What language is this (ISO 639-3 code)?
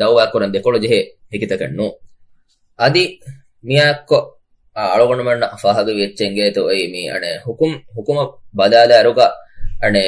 div